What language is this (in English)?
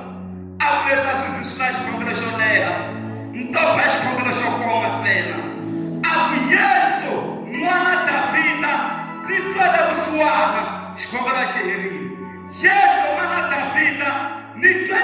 Tsonga